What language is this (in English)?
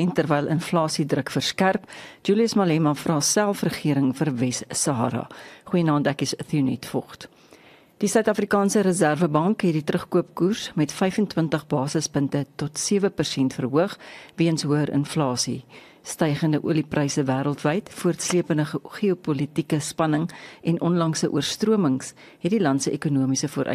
Afrikaans